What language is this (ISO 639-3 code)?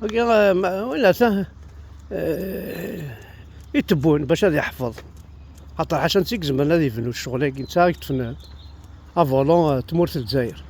kab